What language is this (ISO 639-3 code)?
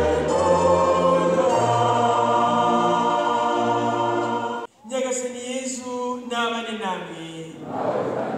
kin